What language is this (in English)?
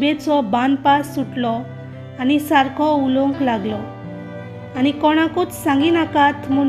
Konkani